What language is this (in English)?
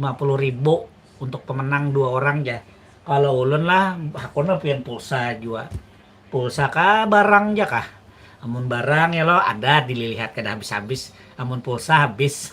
Banjar